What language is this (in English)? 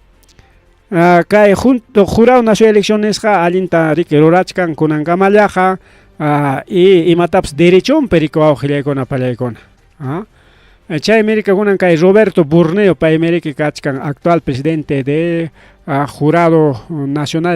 Ayacucho Quechua